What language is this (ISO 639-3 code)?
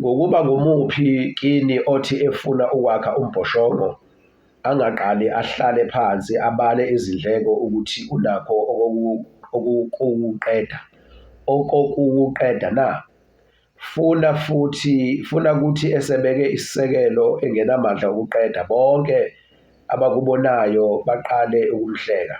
zul